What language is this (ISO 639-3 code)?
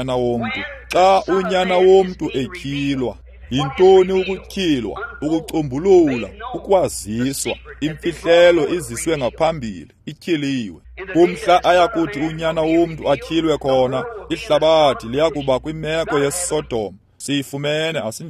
xho